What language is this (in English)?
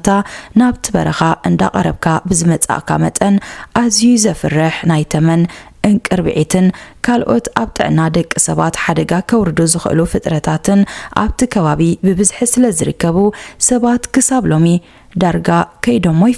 Tigrinya